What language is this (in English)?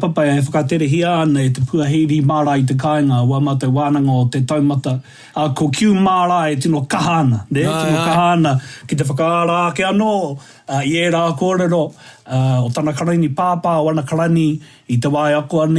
Māori